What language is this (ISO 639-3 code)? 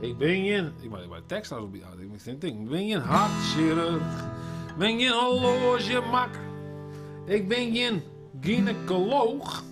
fry